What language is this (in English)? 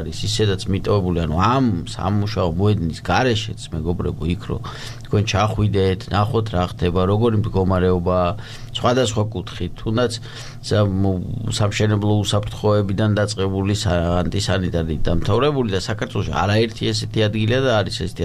Georgian